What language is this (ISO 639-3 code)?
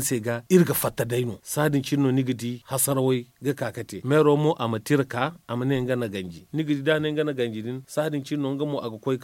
dje